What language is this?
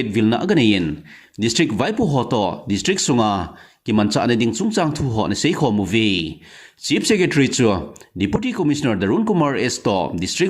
Thado Chin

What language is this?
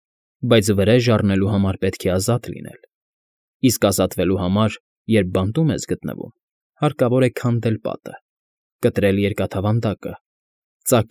Armenian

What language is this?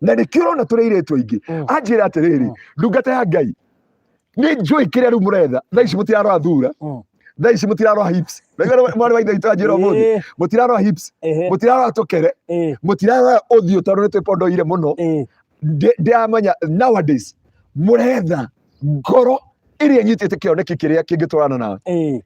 Kikuyu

